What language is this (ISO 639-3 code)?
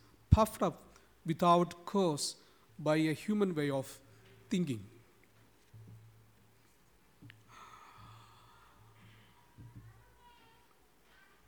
mal